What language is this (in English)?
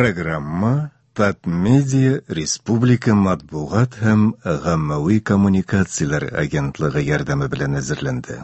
Tatar